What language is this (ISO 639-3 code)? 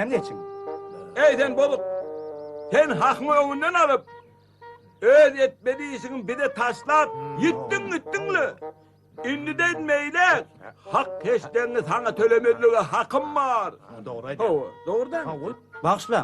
tuk